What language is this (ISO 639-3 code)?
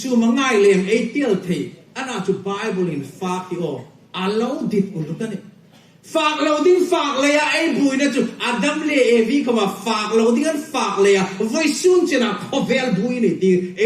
hmr